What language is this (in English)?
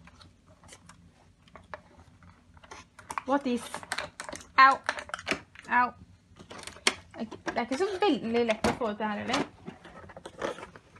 Norwegian